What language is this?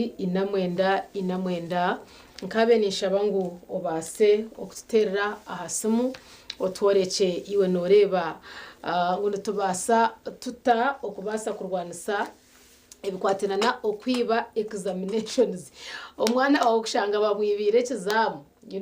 Nyankole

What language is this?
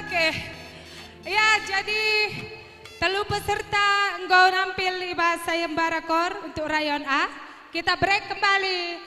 Batak Karo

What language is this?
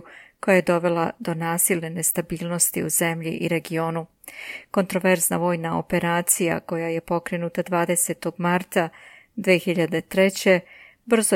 Serbian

